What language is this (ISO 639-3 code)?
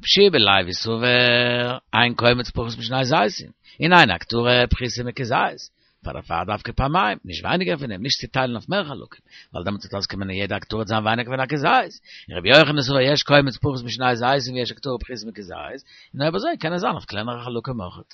yid